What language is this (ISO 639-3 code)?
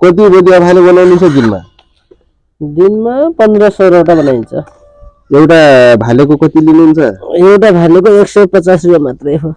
nep